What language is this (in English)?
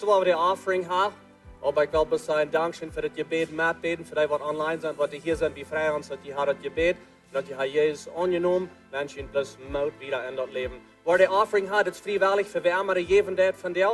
Plautdietsch